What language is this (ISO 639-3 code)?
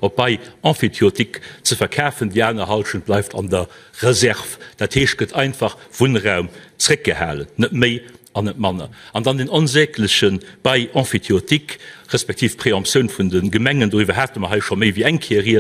ltz